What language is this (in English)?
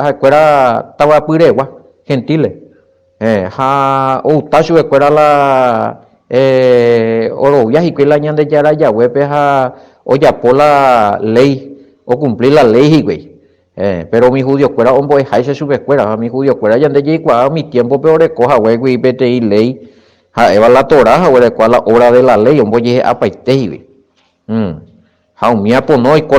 Guarani